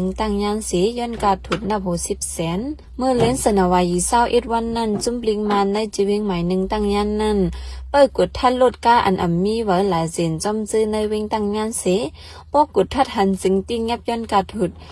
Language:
Shan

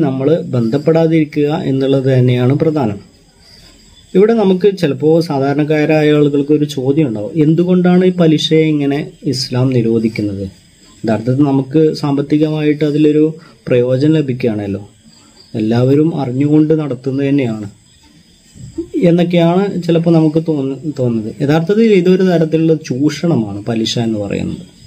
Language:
Malayalam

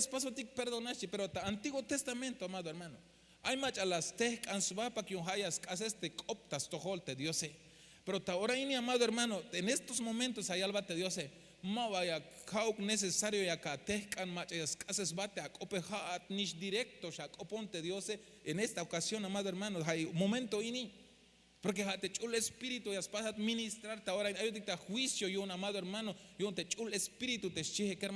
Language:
Tzeltal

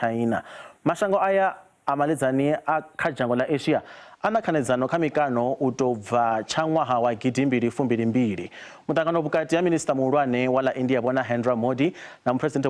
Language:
Venda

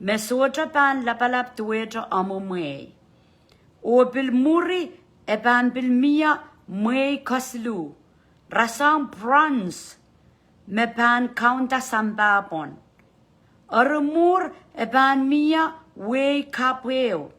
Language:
Pohnpeian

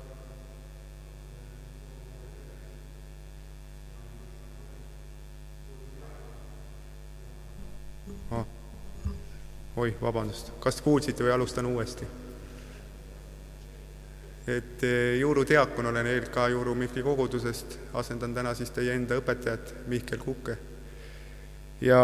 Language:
Estonian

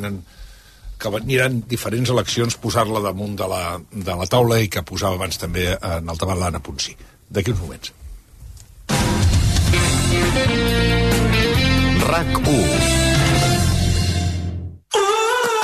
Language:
Catalan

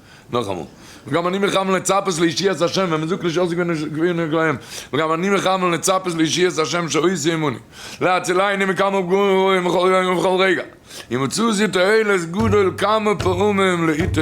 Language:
Yiddish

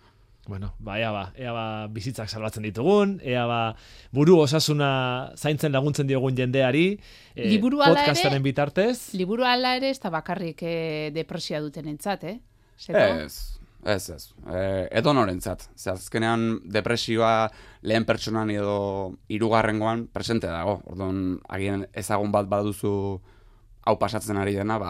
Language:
Basque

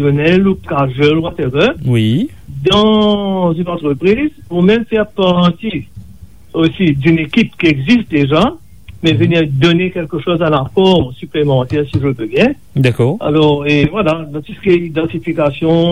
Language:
Morisyen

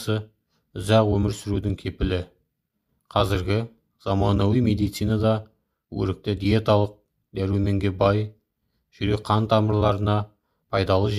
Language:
Kazakh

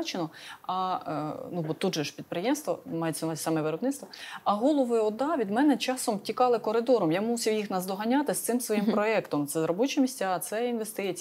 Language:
Ukrainian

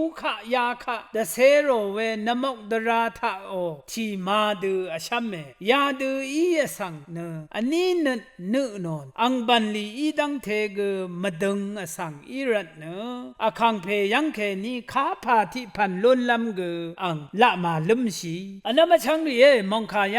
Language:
Rawang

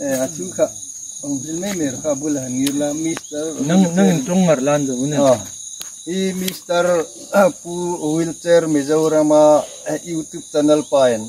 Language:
Hmar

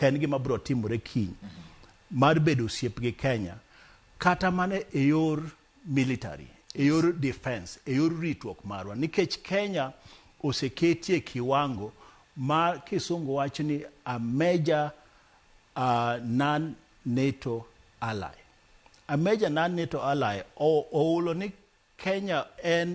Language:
Luo (Kenya and Tanzania)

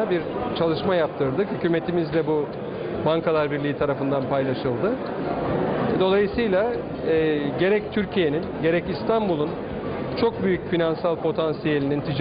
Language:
Turkish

